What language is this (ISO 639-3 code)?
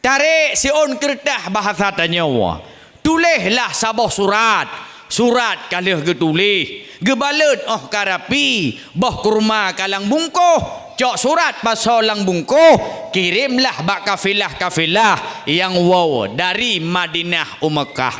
ace